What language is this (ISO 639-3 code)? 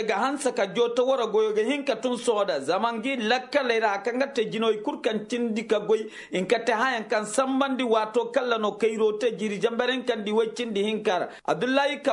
ses